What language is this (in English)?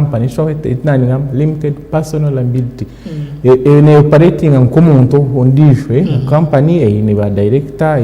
Nyankole